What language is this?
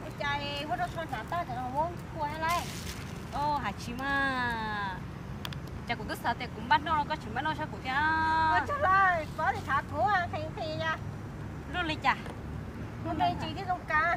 Hmong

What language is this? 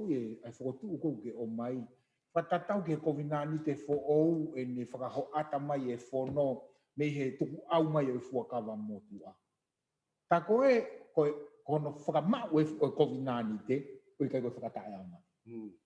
Tongan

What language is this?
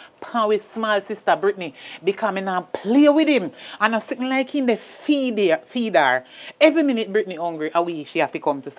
Jamaican Creole English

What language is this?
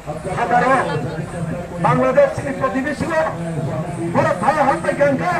Kok Borok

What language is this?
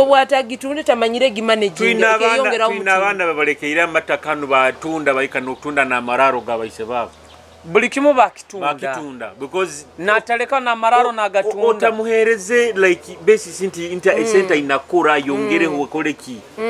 Nyoro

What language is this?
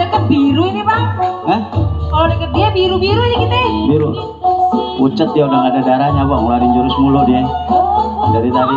Betawi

